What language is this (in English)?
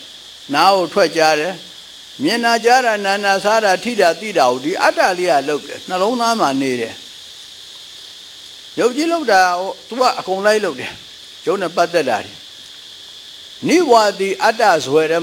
Burmese